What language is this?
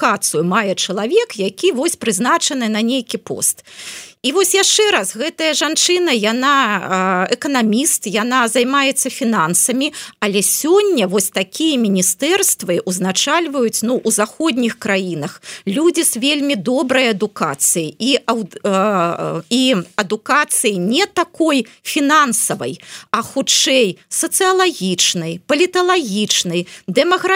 Belarusian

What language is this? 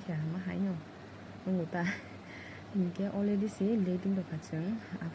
Kok Borok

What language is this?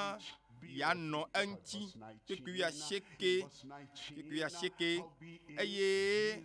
Ewe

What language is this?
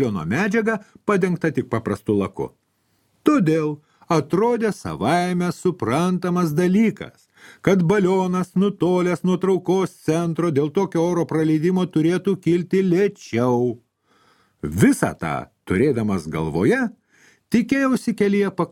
Lithuanian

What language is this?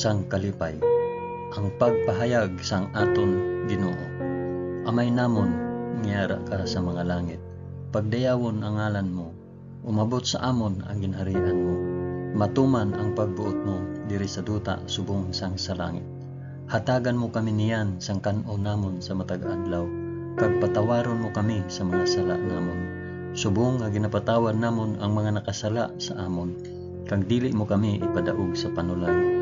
Hiligaynon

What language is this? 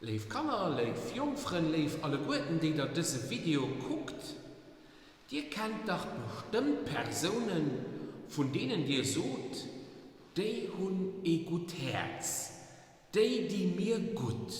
Luxembourgish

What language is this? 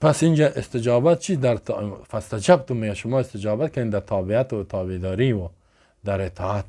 Persian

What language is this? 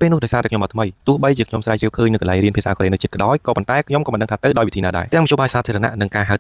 Khmer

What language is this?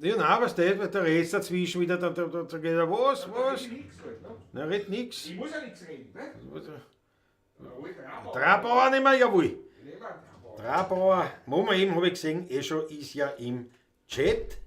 Bavarian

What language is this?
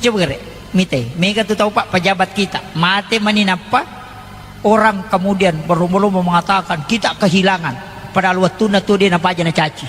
Buginese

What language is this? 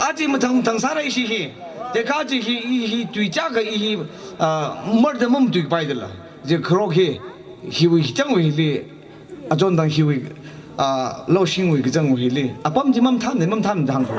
Tangkhul Naga (India)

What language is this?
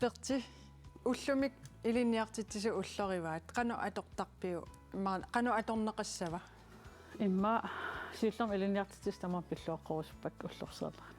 Kalaallisut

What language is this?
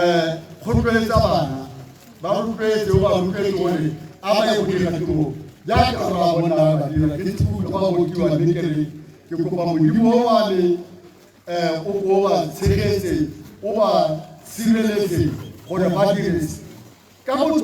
Tswana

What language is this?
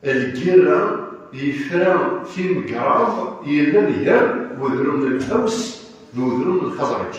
Kabyle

